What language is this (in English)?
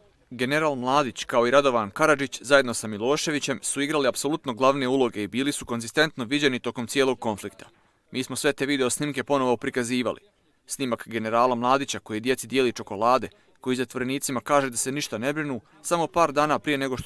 Bosnian